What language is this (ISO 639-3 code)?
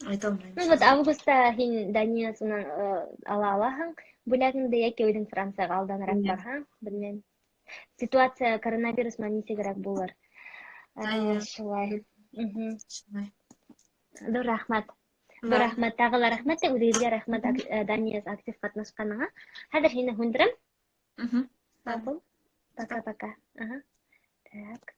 bak